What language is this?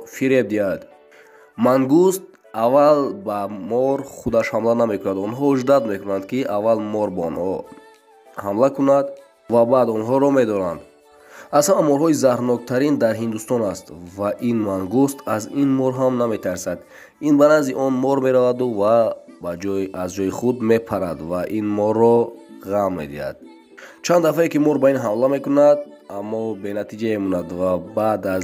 Tajik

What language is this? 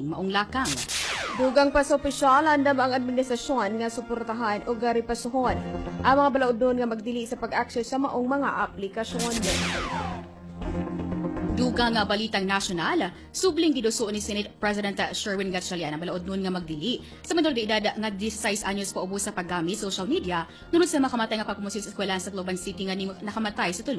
Cebuano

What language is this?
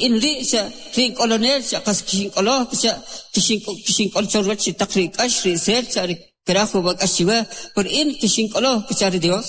Kʼicheʼ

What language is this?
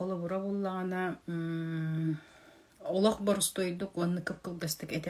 Yakut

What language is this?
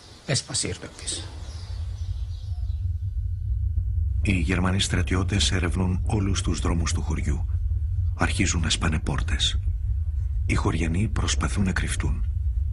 Greek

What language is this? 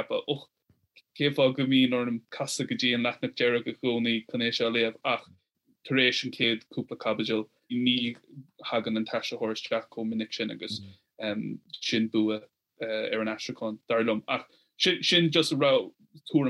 Irish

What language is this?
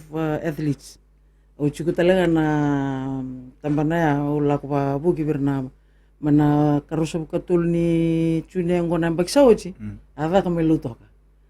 Fijian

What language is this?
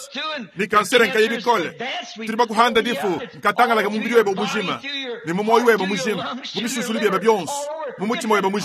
Luba-Lulua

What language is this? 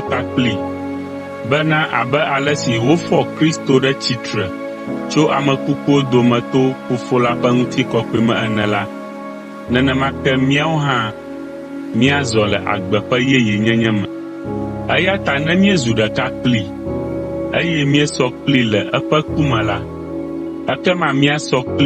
Ewe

